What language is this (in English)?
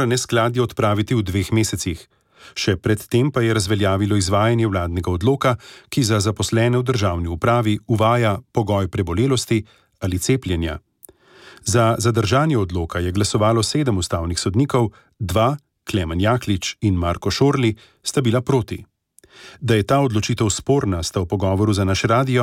Slovenian